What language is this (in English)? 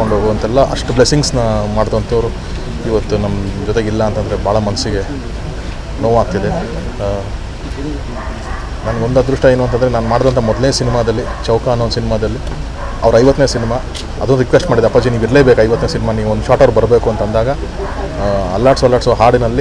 Kannada